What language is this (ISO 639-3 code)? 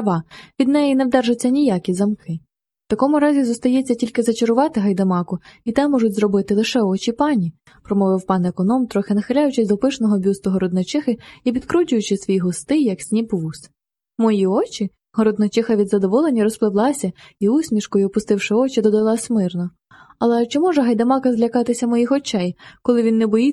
ukr